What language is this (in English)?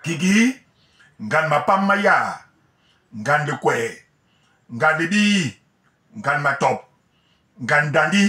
Basaa